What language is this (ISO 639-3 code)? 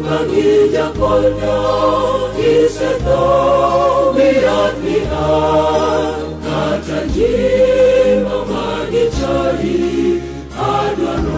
luo